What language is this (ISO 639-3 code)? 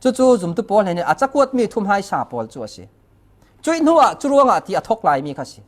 cfm